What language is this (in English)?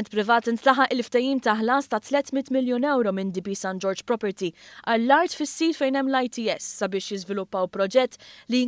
Maltese